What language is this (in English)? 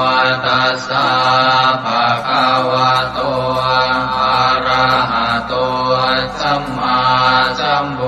Pali